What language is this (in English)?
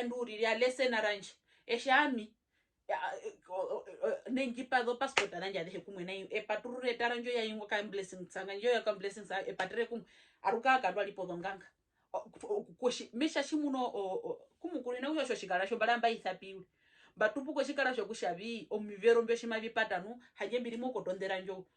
Herero